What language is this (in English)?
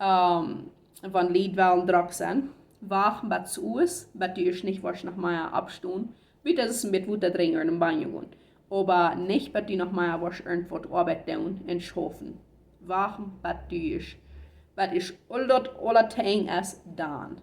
Plautdietsch